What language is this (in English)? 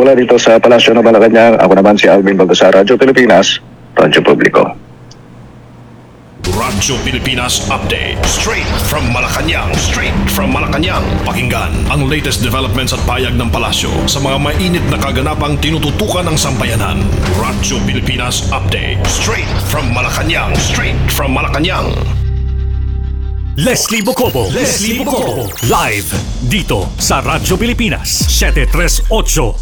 Filipino